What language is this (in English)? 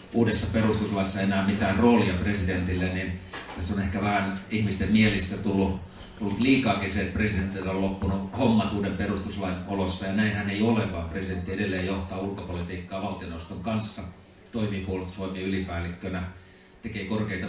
Finnish